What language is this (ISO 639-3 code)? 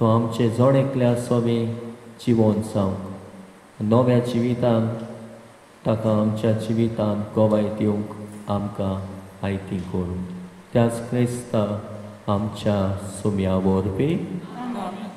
kok